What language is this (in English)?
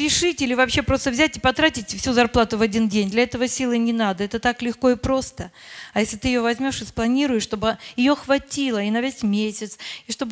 Russian